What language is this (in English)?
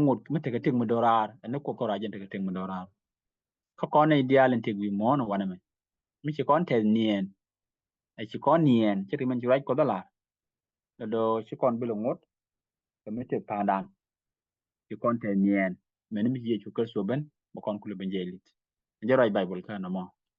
Nuer